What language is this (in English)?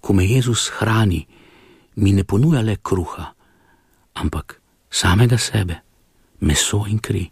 Slovenian